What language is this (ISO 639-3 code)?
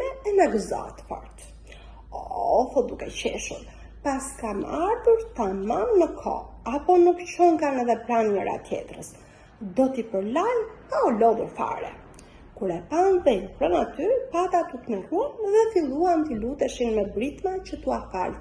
sqi